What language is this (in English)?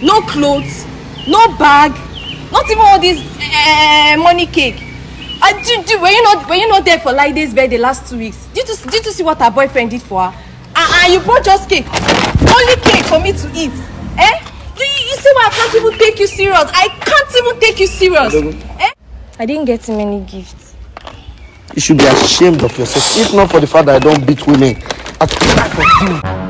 Nigerian Pidgin